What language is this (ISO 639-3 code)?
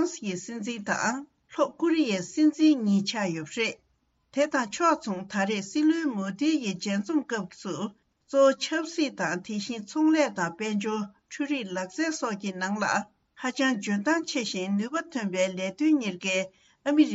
bod